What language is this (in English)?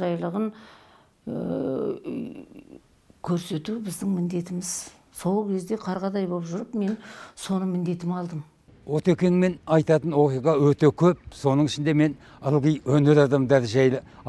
Kazakh